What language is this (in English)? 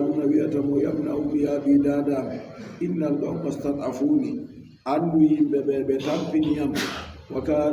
Adamawa Fulfulde